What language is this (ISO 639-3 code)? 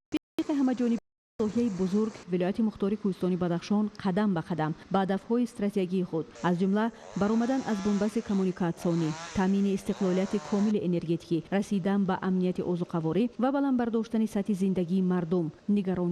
tgk